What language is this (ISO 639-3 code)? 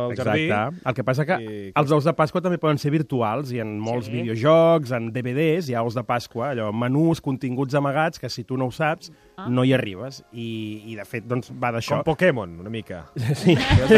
cat